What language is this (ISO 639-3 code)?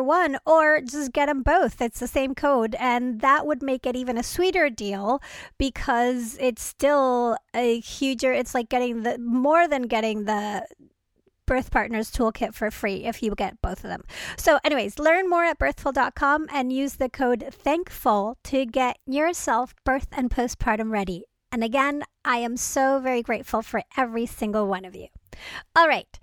eng